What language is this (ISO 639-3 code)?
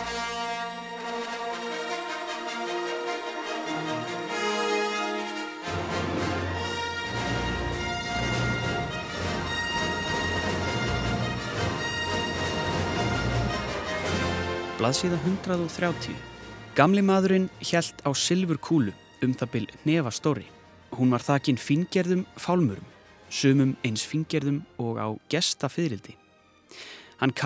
isl